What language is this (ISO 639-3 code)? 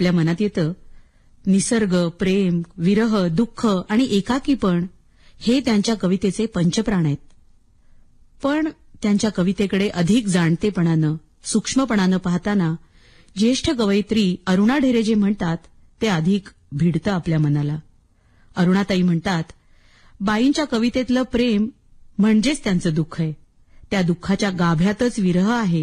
mar